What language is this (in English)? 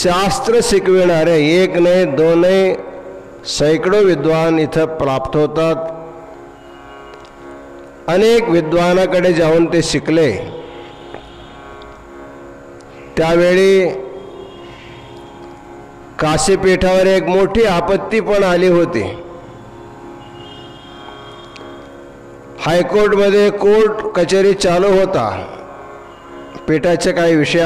Marathi